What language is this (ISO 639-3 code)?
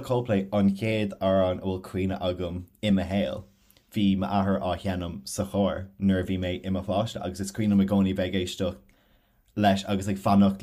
gle